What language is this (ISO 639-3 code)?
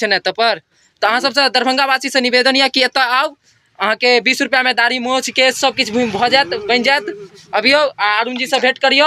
mai